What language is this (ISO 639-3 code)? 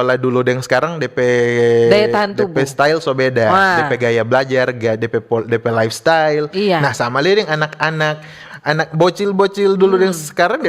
xmm